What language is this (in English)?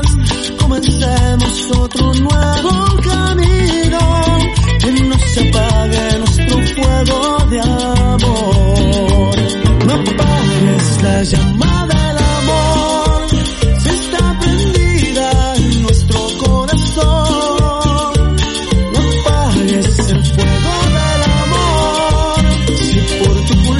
Spanish